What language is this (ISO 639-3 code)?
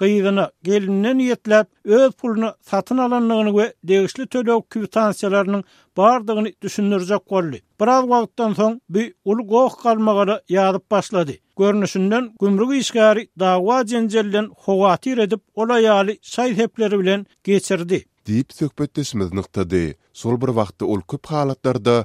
tuk